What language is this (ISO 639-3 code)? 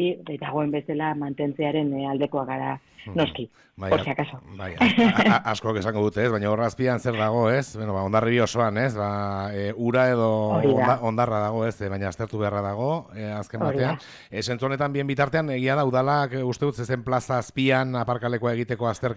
eus